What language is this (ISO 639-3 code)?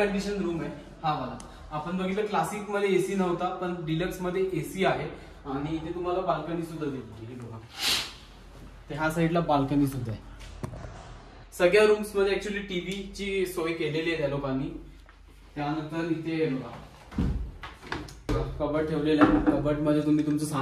mar